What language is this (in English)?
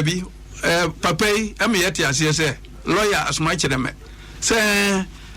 Akan